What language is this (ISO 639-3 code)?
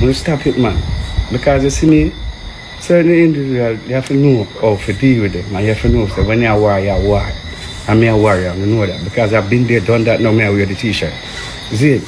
jam